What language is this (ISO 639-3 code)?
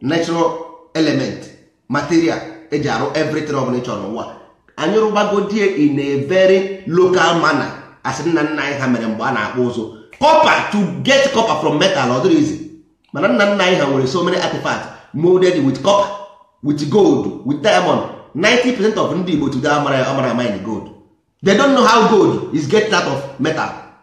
ibo